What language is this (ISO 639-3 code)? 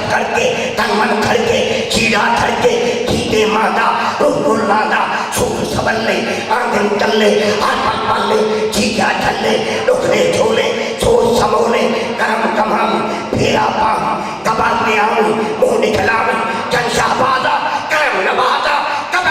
skr